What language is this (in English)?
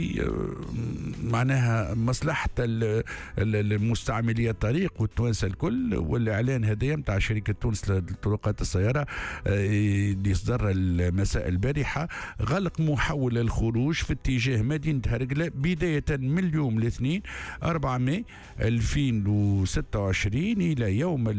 Tunisian Arabic